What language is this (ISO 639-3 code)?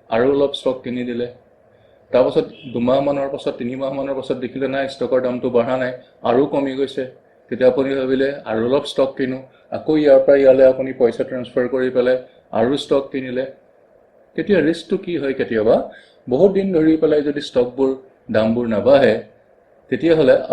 asm